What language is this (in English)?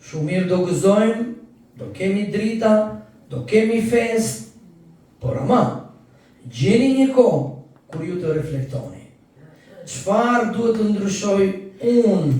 Albanian